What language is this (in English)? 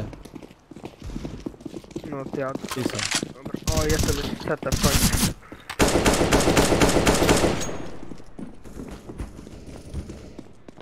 Polish